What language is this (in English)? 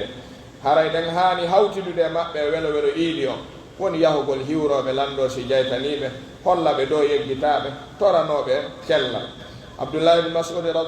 Pular